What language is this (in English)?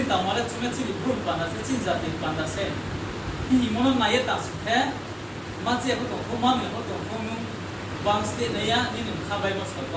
Riang (India)